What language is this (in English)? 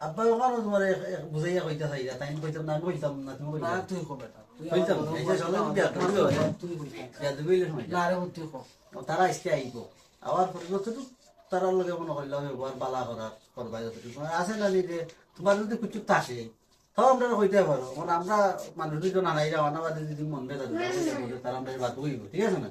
Sylheti